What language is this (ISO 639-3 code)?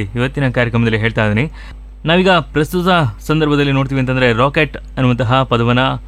kan